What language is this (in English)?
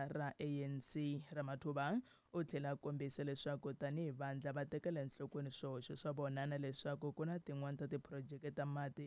Tsonga